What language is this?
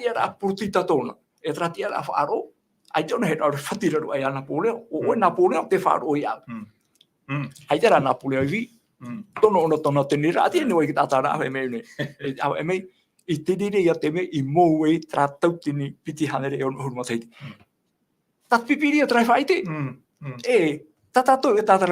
Tahitian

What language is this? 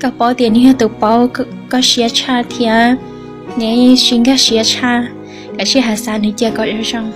Hmong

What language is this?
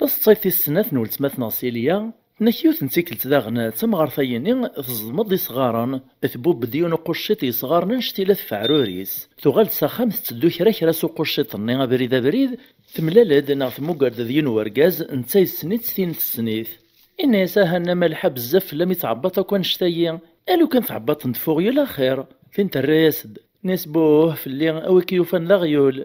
Kabyle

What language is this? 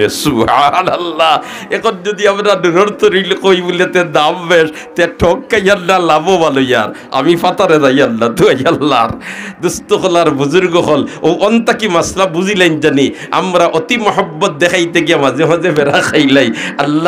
Sylheti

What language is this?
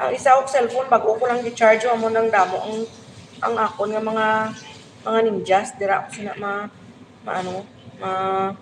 Hiligaynon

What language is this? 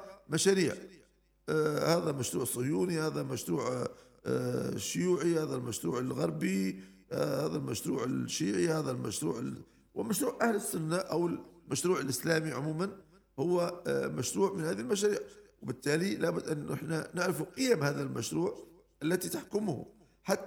Arabic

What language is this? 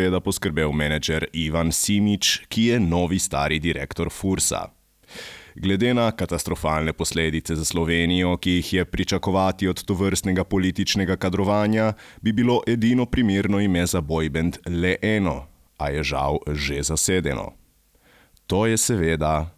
Slovenian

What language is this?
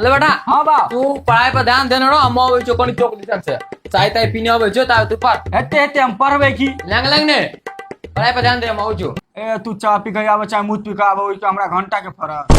Maithili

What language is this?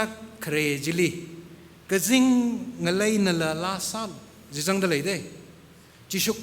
Tangkhul Naga (India)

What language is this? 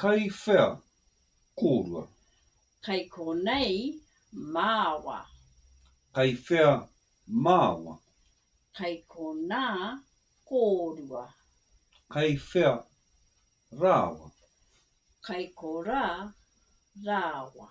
Māori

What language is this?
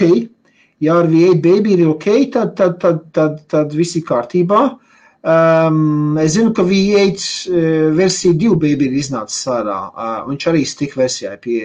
Latvian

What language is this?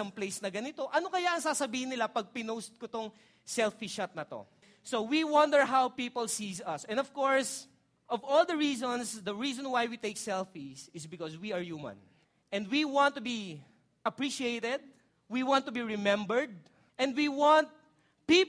Filipino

